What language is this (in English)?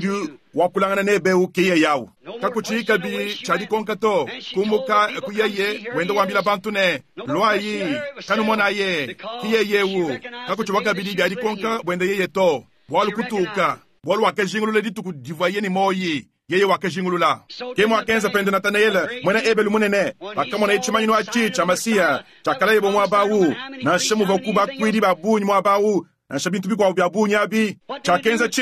Luba-Lulua